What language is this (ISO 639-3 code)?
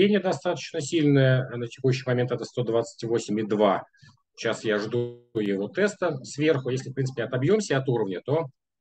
rus